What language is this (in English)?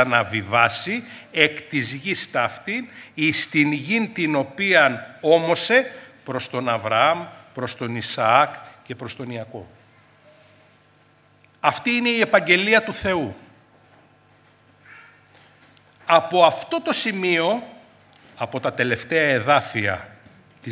Greek